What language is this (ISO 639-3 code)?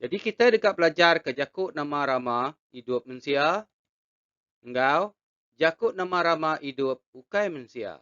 iba